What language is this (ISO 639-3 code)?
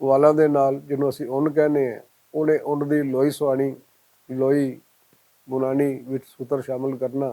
lah